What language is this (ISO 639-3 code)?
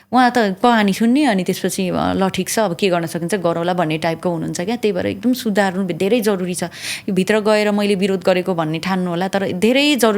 nep